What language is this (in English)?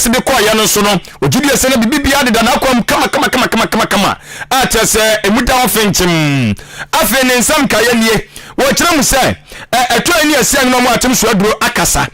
Akan